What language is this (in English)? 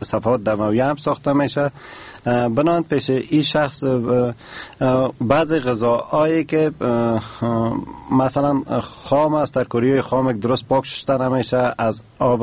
Persian